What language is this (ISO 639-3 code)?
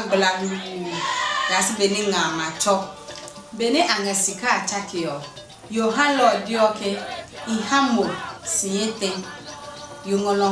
ada